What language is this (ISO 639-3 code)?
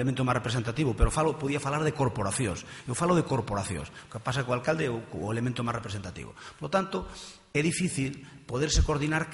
glg